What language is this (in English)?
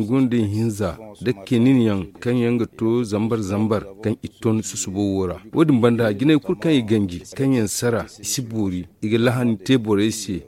Zarma